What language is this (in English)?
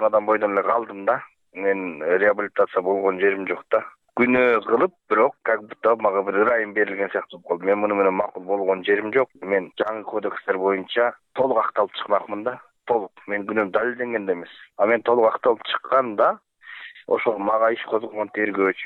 Kyrgyz